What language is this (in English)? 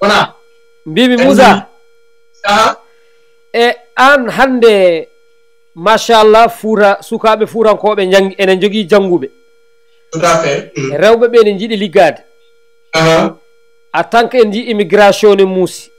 Fula